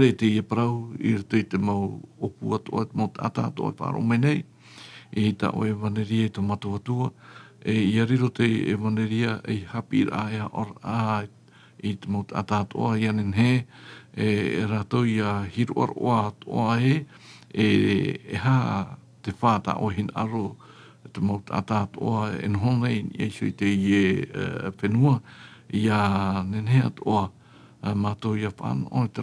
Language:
Tahitian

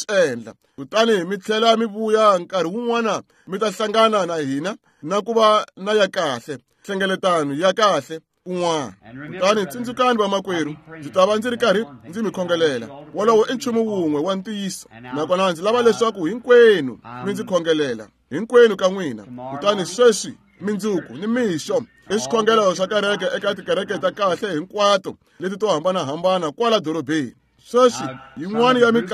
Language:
Tsonga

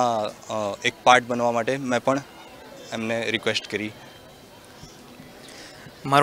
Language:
Gujarati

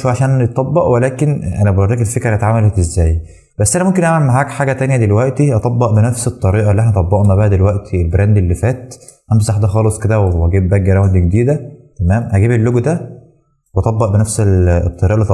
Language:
Egyptian Arabic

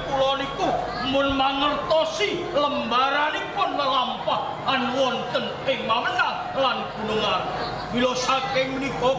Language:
Javanese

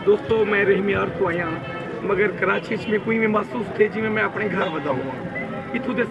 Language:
Saraiki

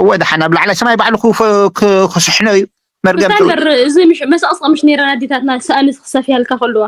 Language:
Tigrinya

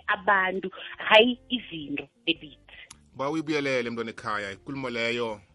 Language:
South Ndebele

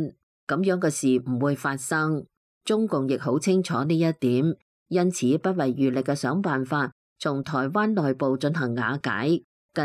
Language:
Cantonese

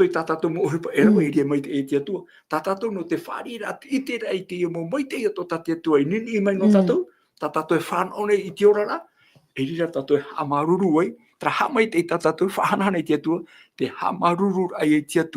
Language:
Tahitian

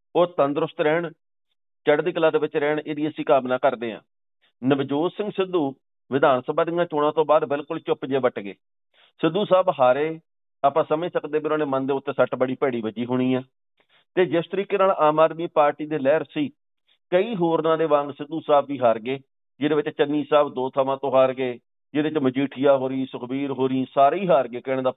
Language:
Punjabi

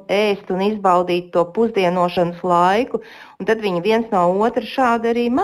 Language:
Latvian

